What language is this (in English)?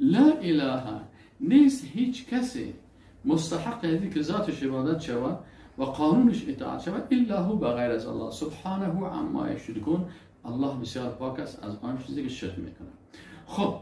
Persian